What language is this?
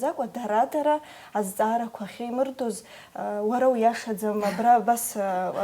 Abkhazian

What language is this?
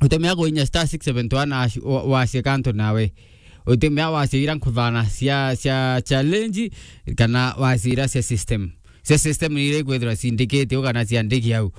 Meru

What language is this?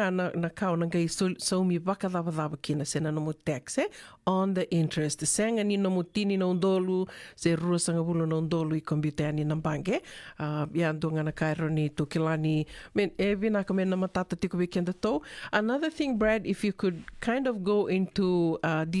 Fijian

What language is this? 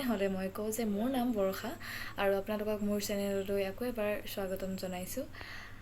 Assamese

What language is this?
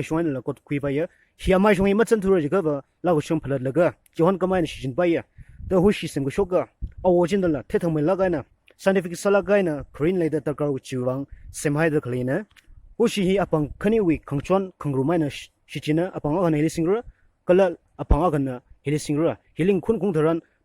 Tangkhul Naga (India)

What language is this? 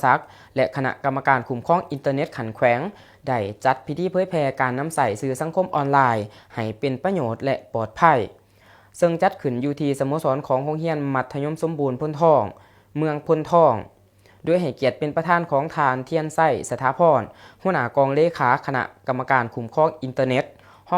Lao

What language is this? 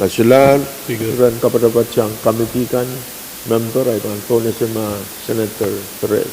Pohnpeian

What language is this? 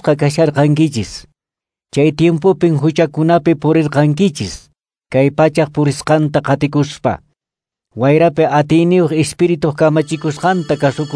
Quechua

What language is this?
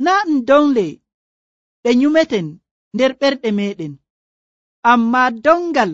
Nigerian Fulfulde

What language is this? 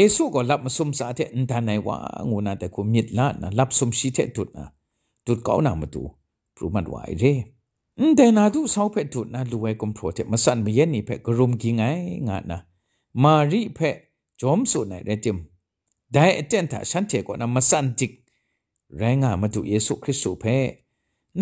Kachin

